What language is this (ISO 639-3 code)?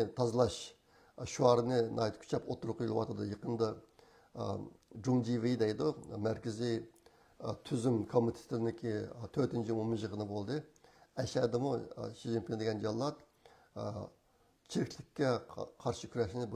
uig